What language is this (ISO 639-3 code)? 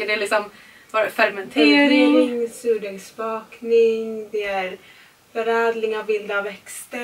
swe